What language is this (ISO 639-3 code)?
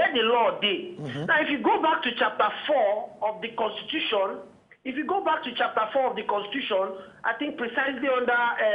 pcm